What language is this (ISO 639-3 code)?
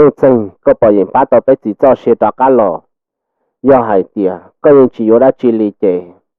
hmn